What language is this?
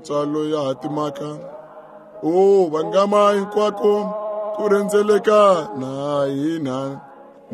Tsonga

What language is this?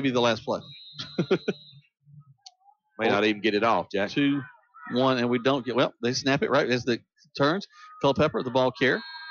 English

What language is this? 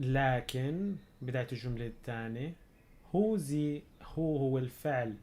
North Levantine Arabic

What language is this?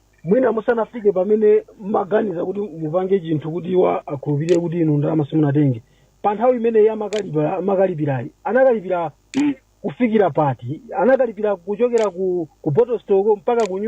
Nyanja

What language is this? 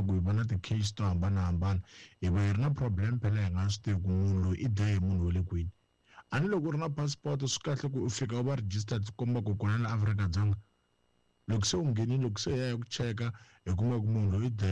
Tsonga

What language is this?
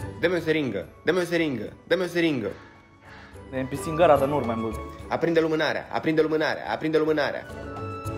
Romanian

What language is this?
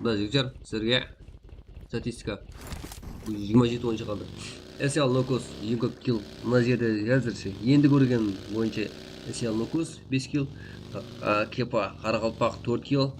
Kara-Kalpak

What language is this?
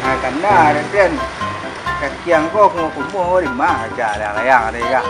Minangkabau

